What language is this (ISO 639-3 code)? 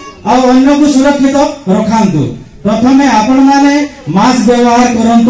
ori